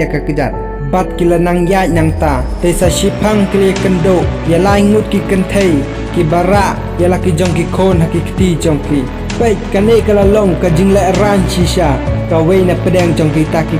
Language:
Khasi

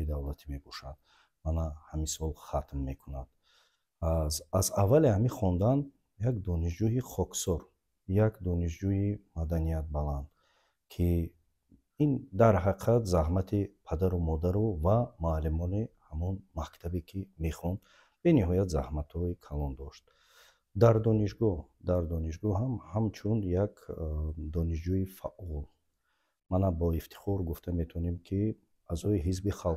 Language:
Tajik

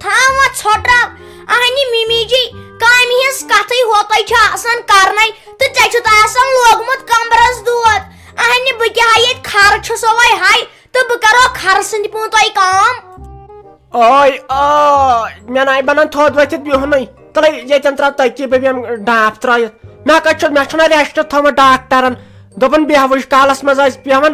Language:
Kashmiri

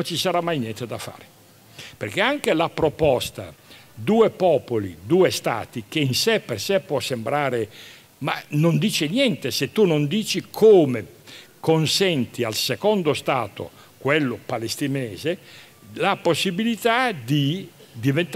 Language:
Italian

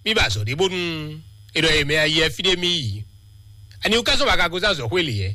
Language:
Fon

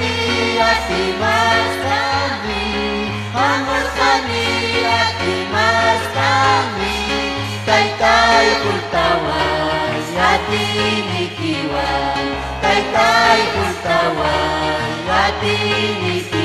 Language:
Ayacucho Quechua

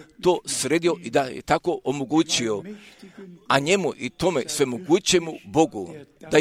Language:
Serbian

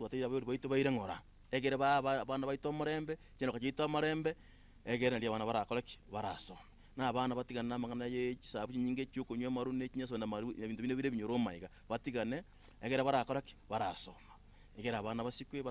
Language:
Gusii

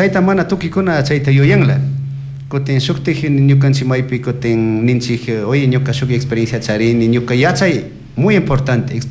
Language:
Chimborazo Highland Quichua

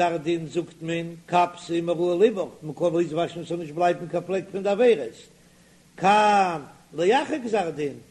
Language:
Yiddish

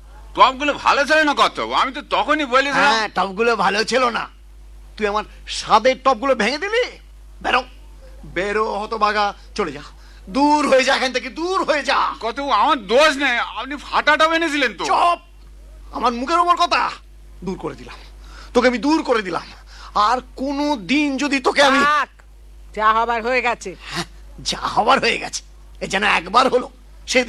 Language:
Bangla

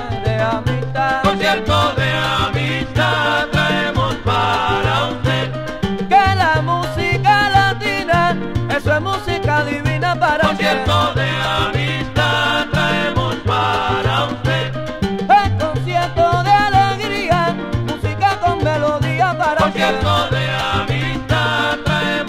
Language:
Spanish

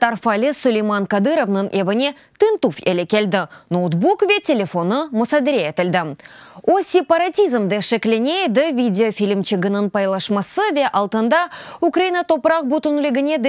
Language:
Crimean Tatar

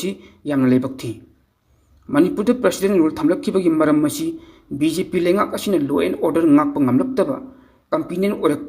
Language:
Manipuri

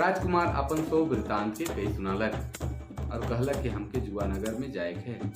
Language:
Sadri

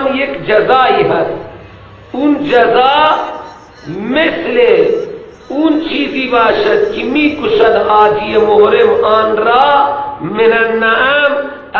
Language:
Persian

